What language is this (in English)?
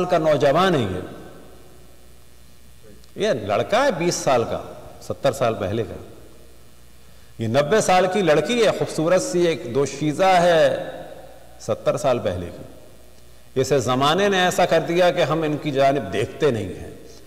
Urdu